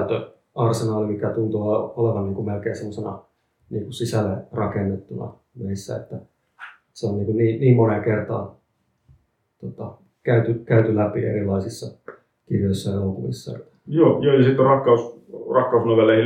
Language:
Finnish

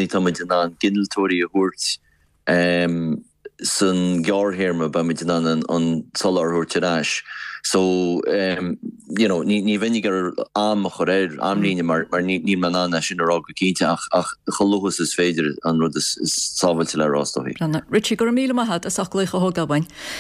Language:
Irish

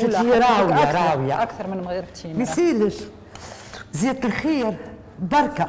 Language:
Tunisian Arabic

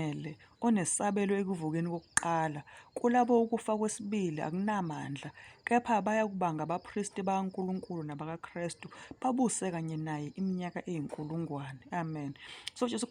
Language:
Zulu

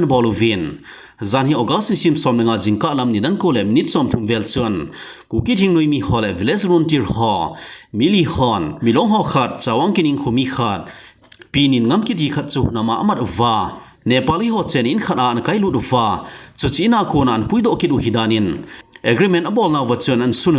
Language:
Thado Chin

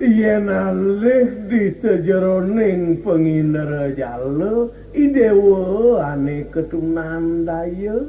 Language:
Balinese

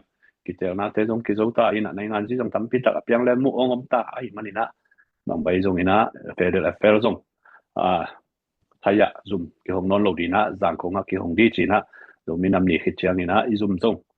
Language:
Tedim Chin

